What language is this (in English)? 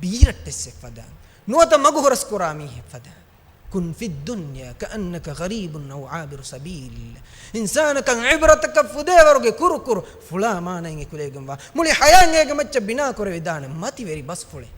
Divehi